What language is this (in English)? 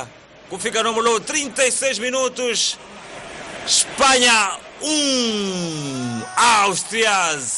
Tsonga